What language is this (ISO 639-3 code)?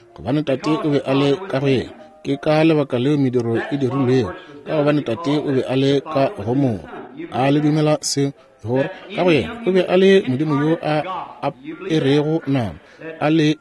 nso